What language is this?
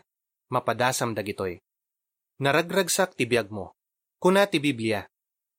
Iloko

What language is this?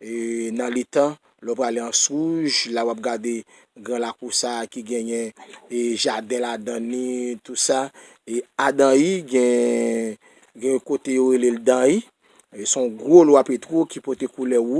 Haitian Creole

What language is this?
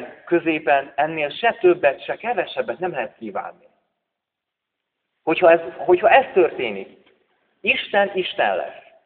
Hungarian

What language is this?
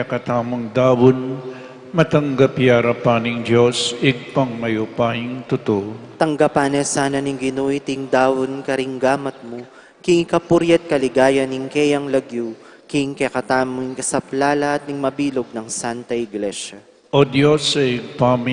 Pampanga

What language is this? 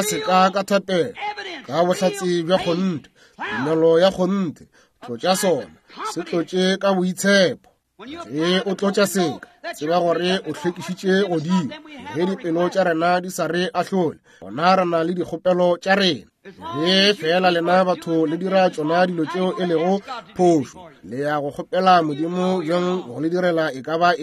Northern Sotho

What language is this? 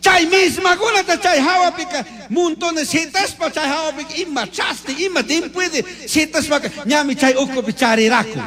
Chimborazo Highland Quichua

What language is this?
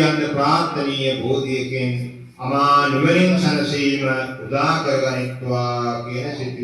Sinhala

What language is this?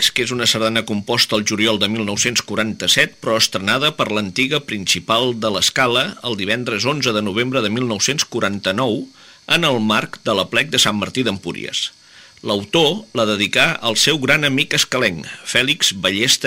Catalan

